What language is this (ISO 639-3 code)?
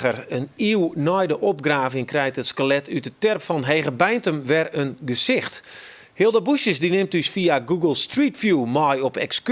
fry